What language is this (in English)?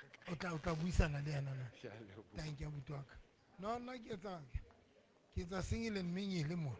Southern Sotho